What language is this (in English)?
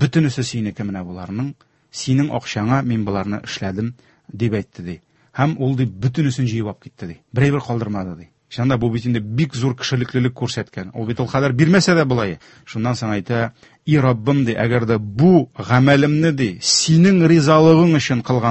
Tatar